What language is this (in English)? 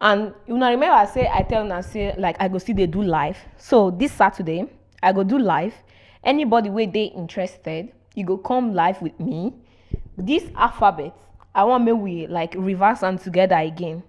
Nigerian Pidgin